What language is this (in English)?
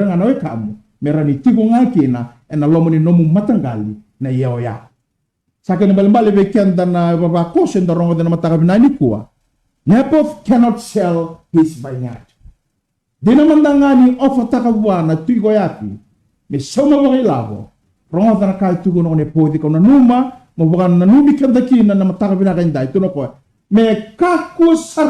Fijian